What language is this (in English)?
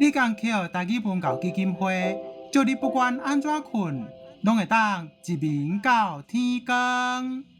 Min Nan Chinese